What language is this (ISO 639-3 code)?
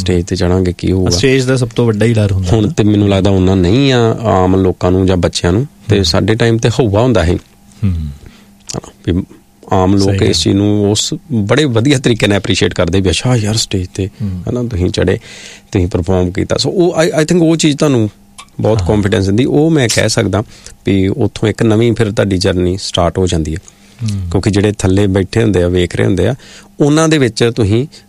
pan